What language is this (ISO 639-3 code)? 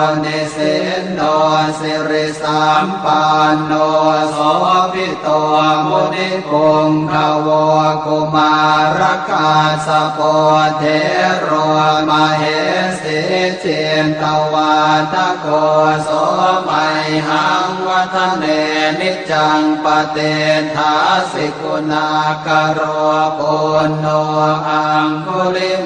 pli